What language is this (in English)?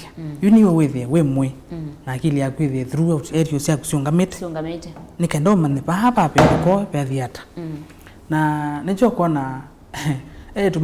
Kamba